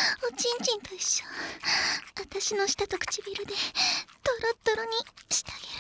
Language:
Japanese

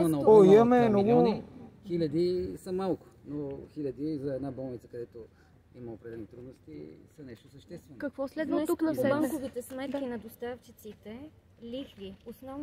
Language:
Bulgarian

